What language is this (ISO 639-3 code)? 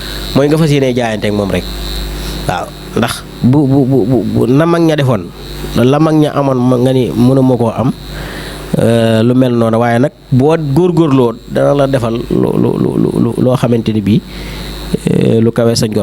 wol